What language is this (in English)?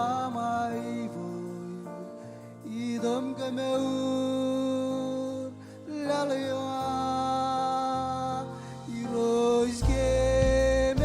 Marshallese